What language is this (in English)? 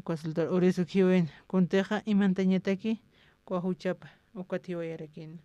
Aymara